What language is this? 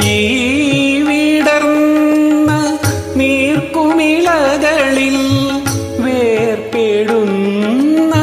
Malayalam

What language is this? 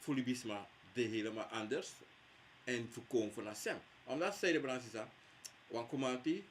Sranan Tongo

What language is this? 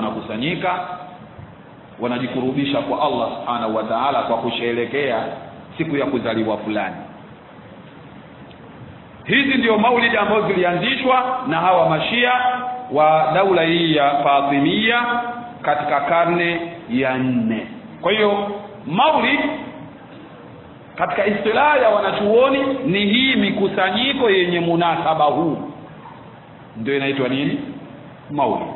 Swahili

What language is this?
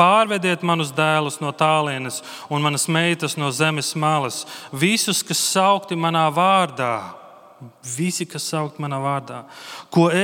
Latvian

